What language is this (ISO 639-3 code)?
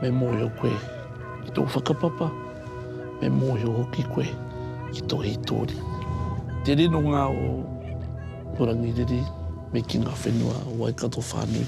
mri